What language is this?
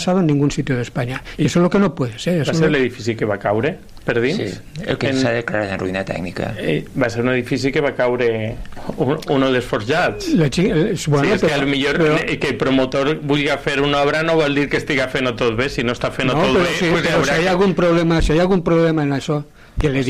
Catalan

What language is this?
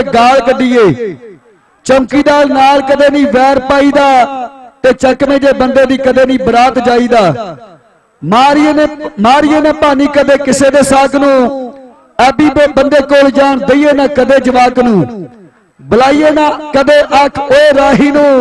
Punjabi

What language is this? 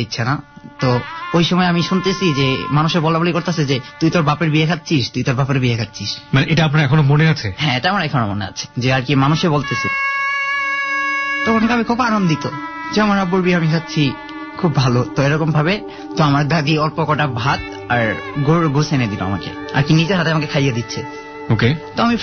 Bangla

